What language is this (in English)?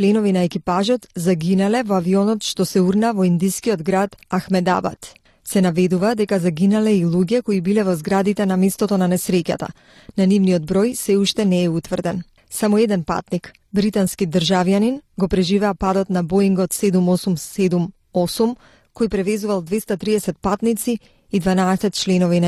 Macedonian